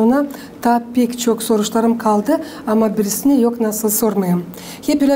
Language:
Gagauz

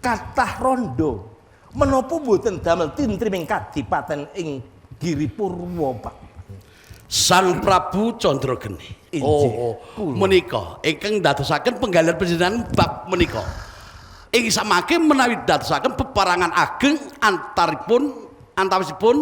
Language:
Javanese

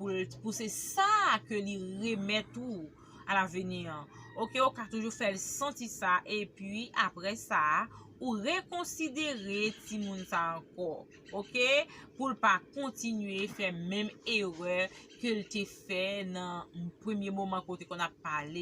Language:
Haitian Creole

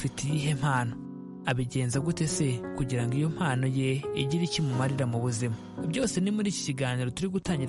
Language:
Kinyarwanda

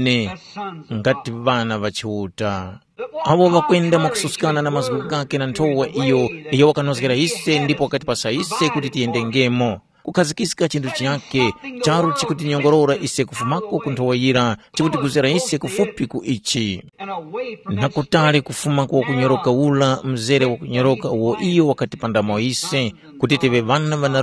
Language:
Tumbuka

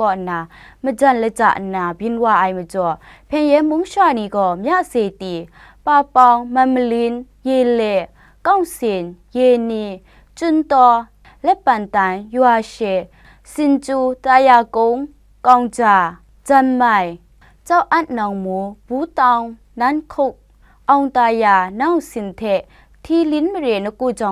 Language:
Kachin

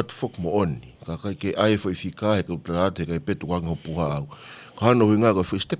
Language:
Tongan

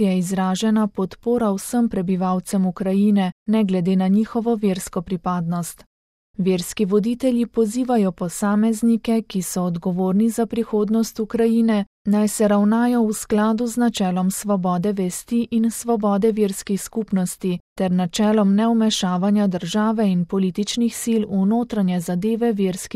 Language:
Slovenian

